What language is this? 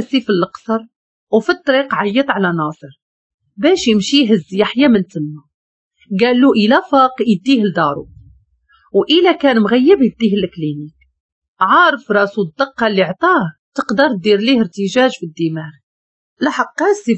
Moroccan Arabic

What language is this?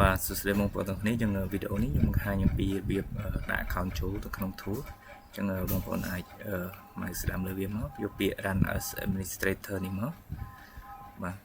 Khmer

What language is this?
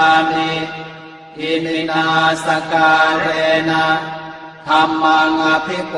Pali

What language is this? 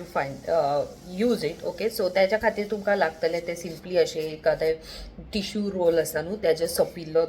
Konkani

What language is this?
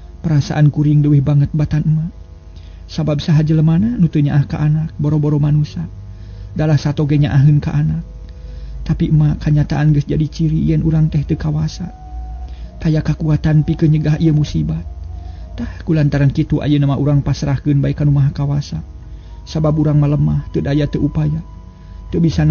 Sundanese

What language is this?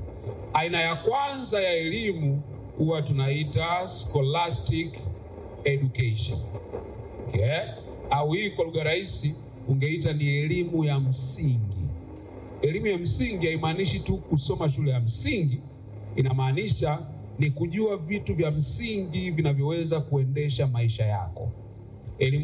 Swahili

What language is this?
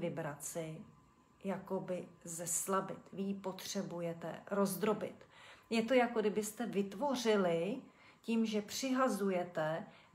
Czech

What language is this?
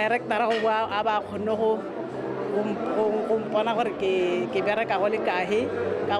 Tswana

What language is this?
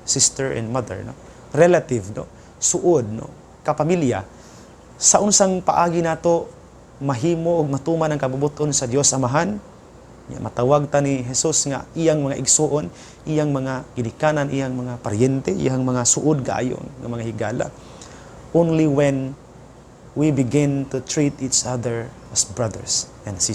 Cebuano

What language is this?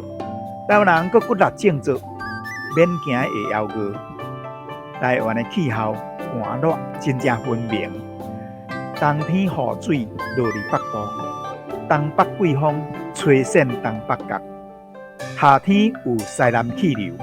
Min Nan Chinese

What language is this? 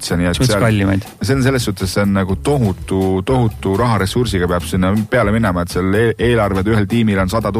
Estonian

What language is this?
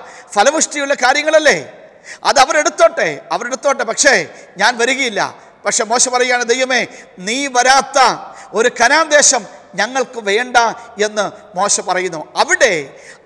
Malayalam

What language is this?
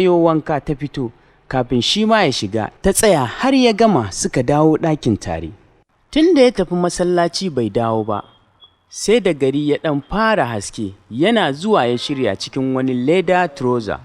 Hausa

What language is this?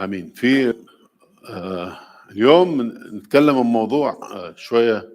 Mesopotamian Arabic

